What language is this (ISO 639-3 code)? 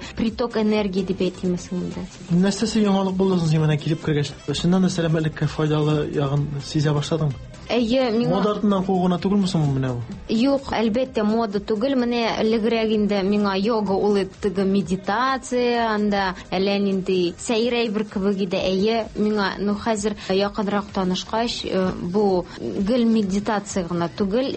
tat